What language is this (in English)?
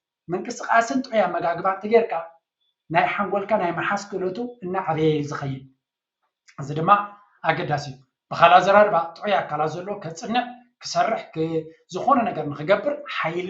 Tigrinya